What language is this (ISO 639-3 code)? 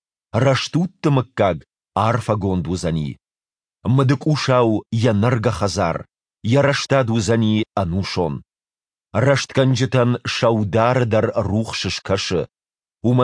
oss